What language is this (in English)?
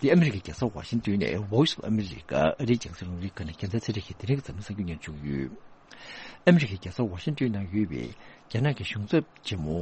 Tibetan